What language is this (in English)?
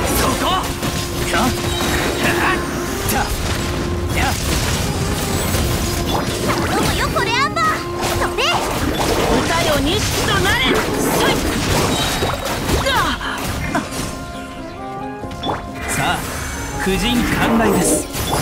Japanese